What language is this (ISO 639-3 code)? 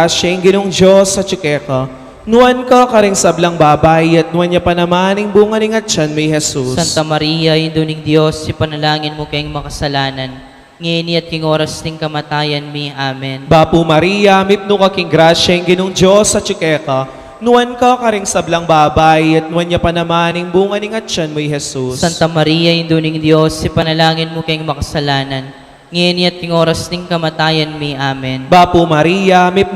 pam